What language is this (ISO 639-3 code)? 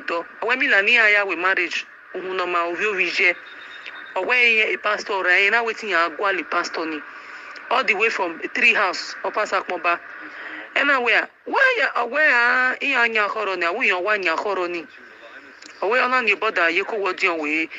pcm